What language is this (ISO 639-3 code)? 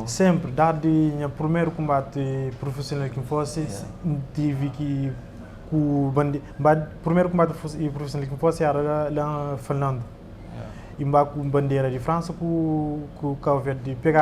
kea